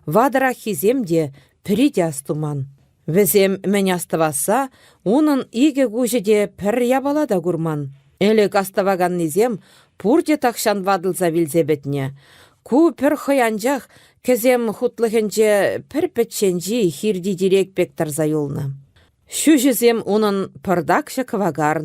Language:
Chuvash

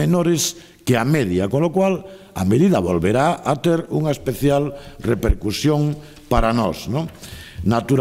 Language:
Galician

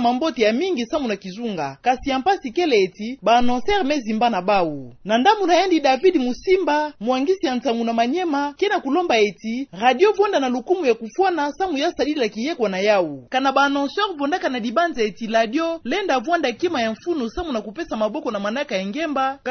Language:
Kituba (Democratic Republic of Congo)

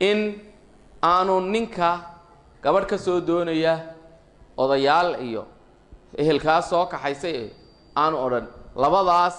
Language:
Somali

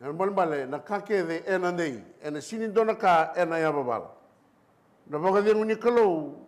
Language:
Fijian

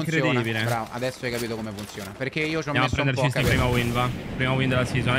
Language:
Italian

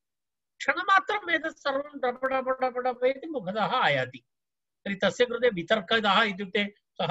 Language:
Sanskrit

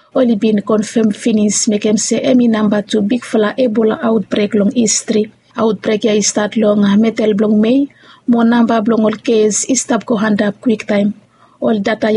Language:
Bislama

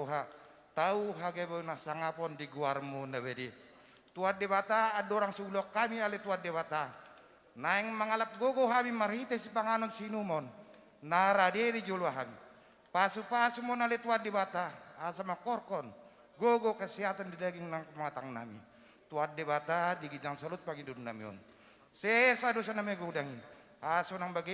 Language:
Batak Toba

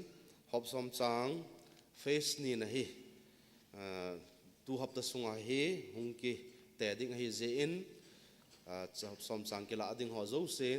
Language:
Thado Chin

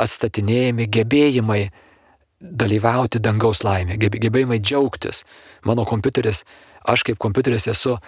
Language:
Lithuanian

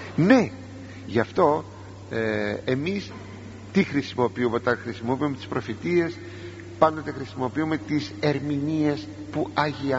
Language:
Greek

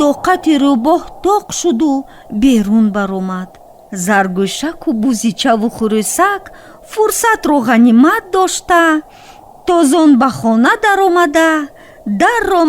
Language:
Tajik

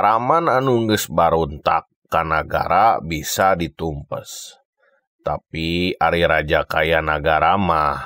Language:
Sundanese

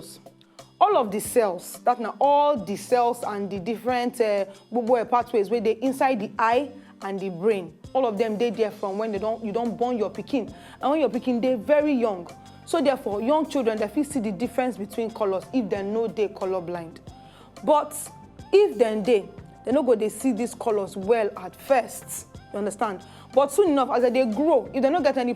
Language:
Nigerian Pidgin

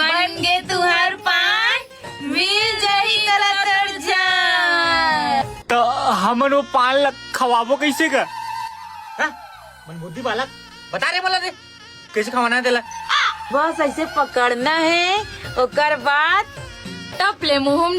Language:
Chhattisgarhi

